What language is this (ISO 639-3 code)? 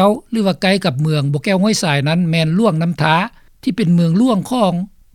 lao